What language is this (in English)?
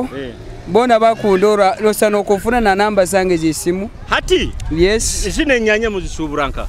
Nyoro